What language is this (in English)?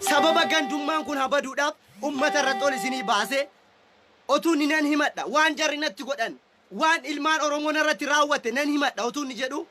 Oromo